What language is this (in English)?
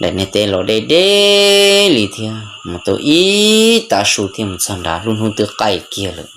Hmong